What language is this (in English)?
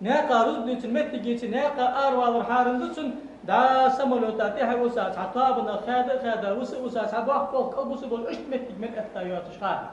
Ingush